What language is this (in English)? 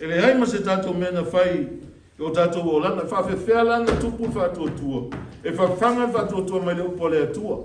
Samoan